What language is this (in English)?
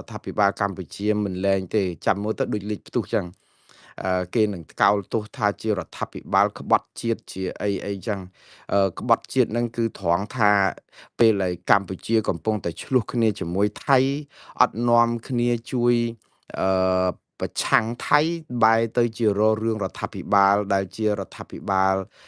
Khmer